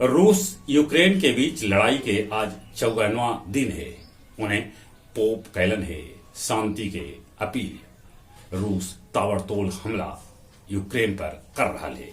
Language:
Magahi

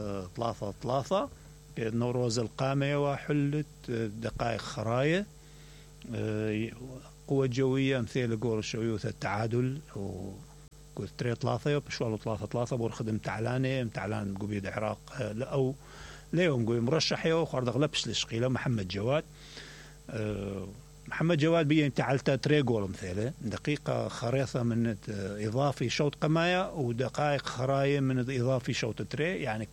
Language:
Mesopotamian Arabic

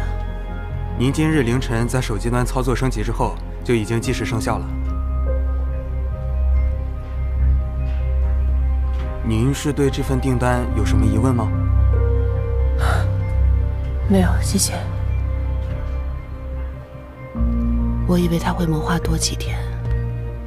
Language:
Chinese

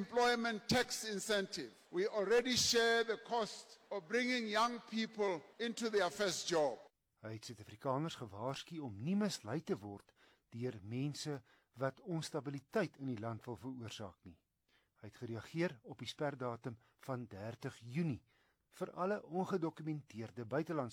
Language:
Afrikaans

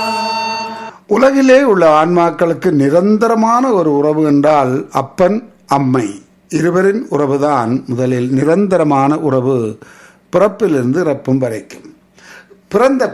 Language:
Tamil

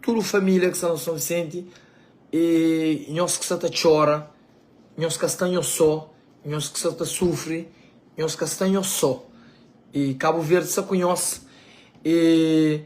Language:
Kabuverdianu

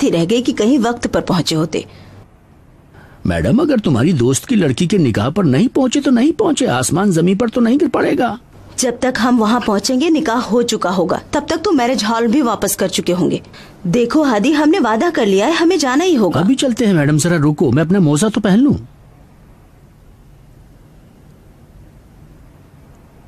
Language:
Hindi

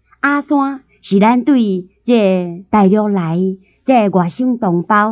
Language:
Min Nan Chinese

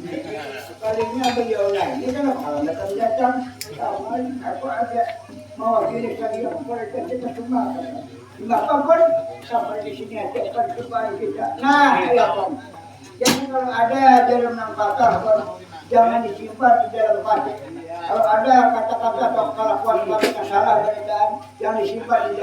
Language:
Banjar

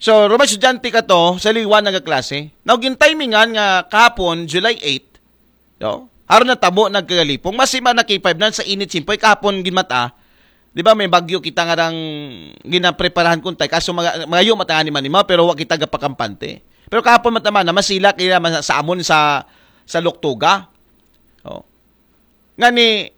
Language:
Aklanon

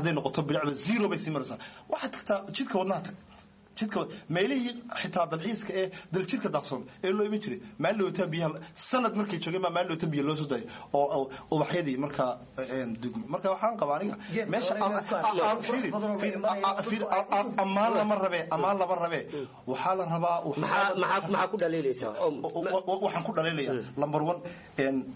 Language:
Somali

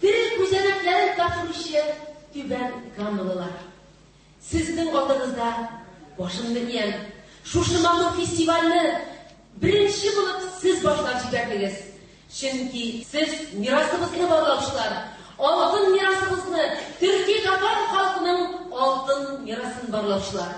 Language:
Tatar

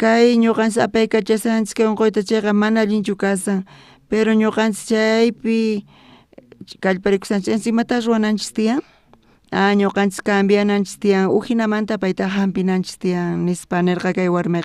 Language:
South Bolivian Quechua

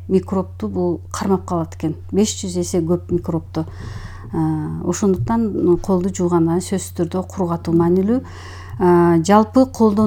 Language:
Kyrgyz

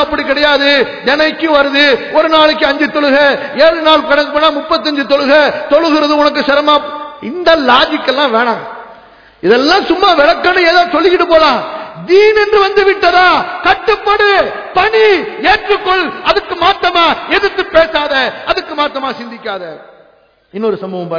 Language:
Tamil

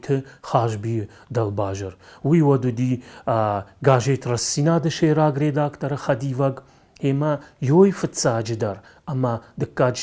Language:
Ossetic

